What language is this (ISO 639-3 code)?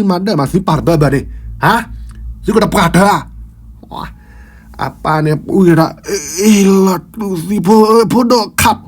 ksw